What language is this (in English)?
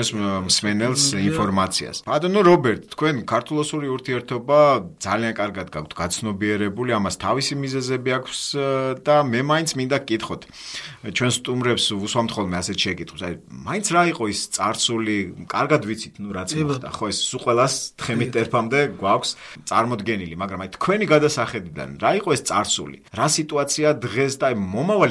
Georgian